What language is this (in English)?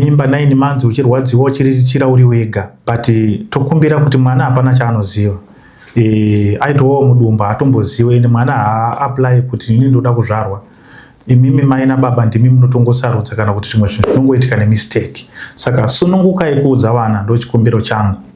Shona